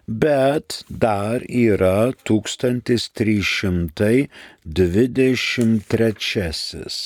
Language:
Lithuanian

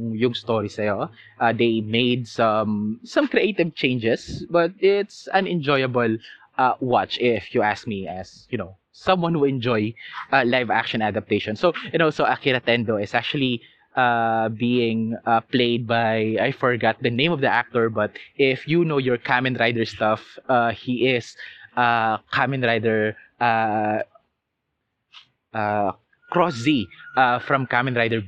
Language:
Filipino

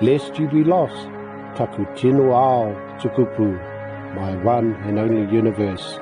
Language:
Māori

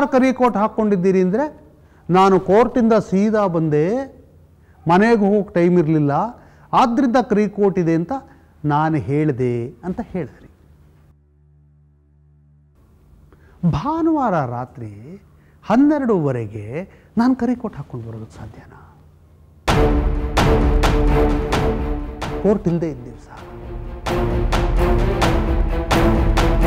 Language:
Kannada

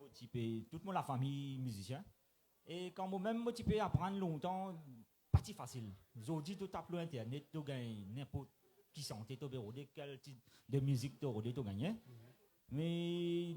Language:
Morisyen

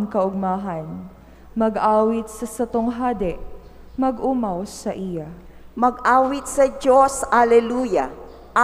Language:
Bikol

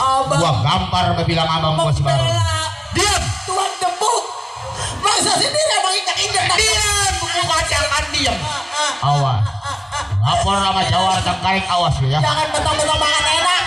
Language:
Betawi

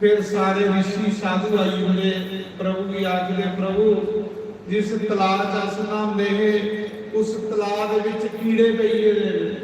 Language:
Dogri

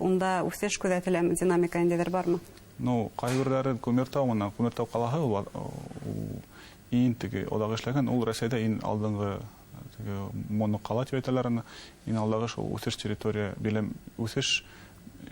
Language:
Bashkir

